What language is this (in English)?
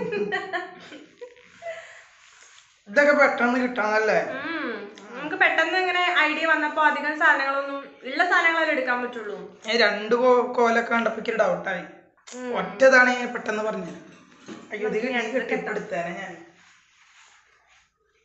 Malayalam